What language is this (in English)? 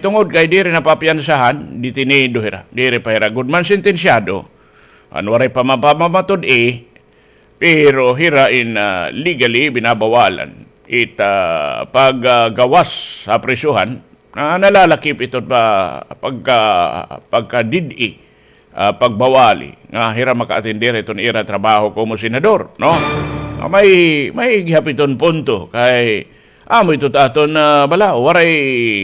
Waray